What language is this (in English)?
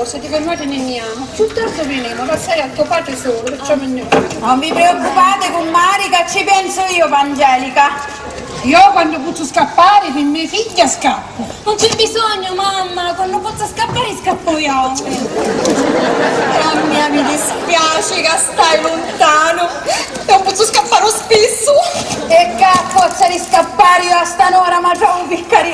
Sicilian